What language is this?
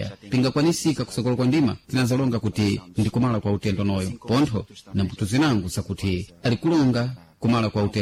Sena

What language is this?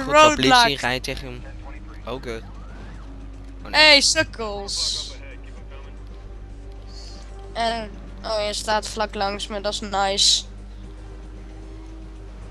Dutch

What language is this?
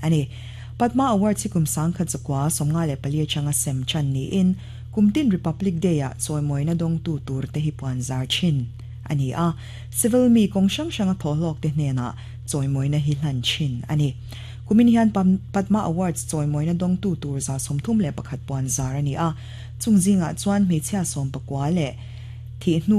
Mizo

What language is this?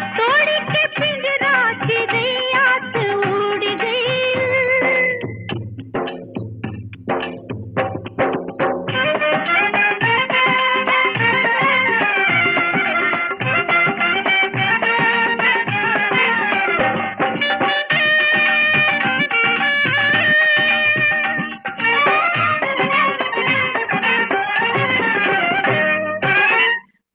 Bhojpuri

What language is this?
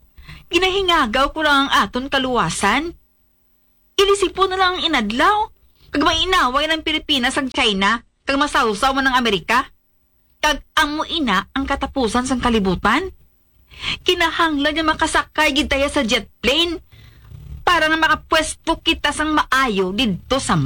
Hiligaynon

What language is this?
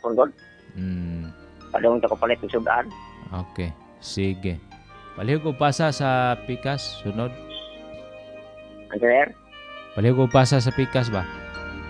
Cebuano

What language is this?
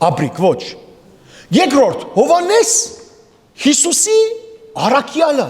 Western Armenian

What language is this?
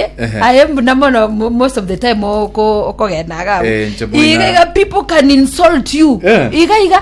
Gusii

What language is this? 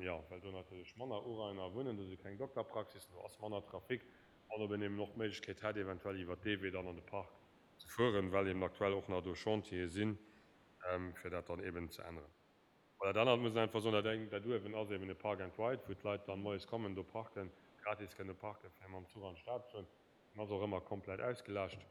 Luxembourgish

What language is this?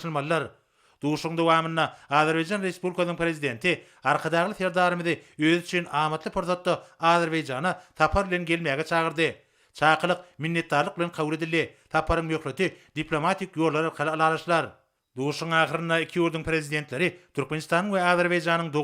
Turkmen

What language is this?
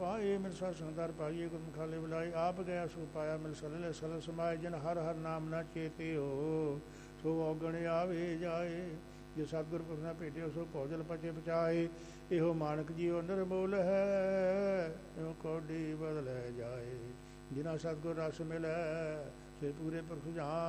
Punjabi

